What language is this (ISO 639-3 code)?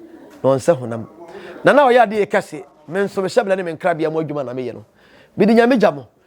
aka